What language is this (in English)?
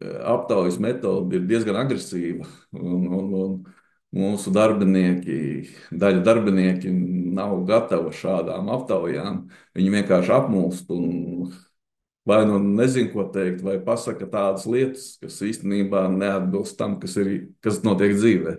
Latvian